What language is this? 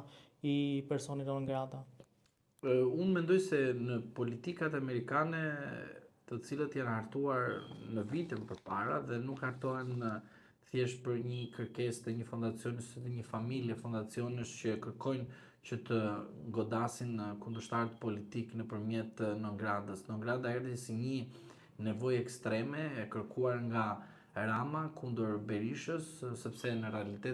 Albanian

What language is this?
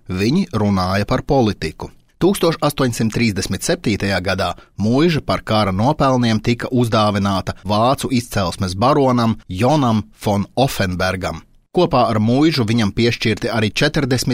Latvian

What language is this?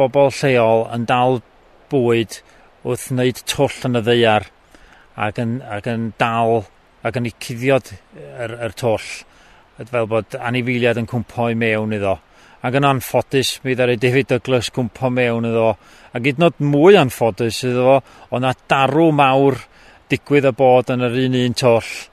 Welsh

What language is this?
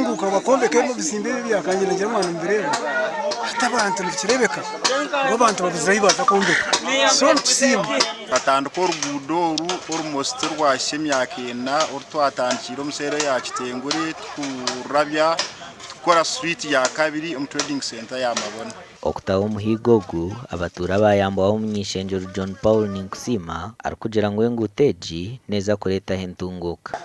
Nyankole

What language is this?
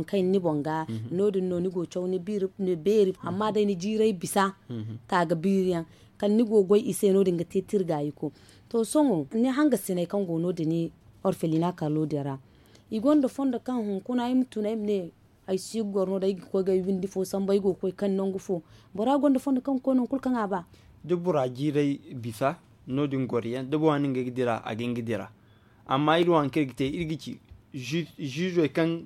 Zarma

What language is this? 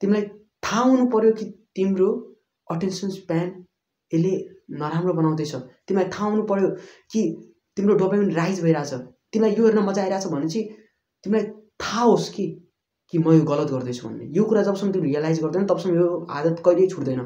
Nepali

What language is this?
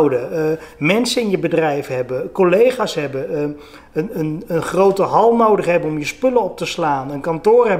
Dutch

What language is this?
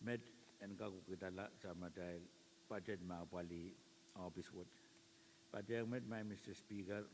Pohnpeian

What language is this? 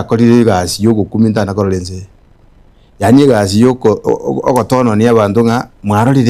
Gusii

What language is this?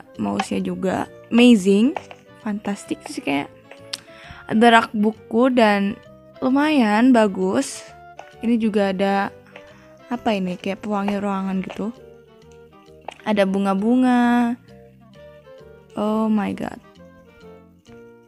Indonesian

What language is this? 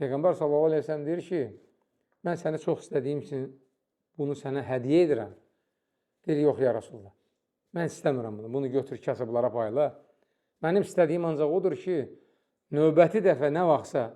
Azerbaijani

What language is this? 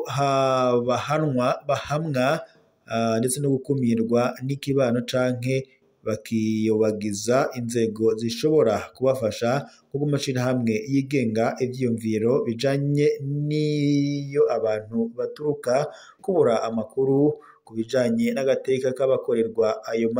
Rundi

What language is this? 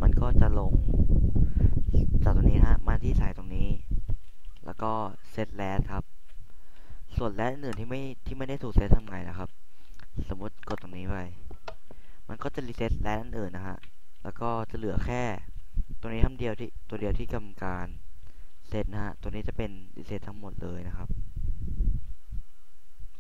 Thai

